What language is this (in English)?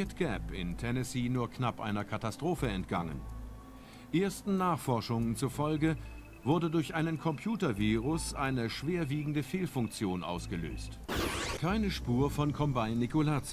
Bavarian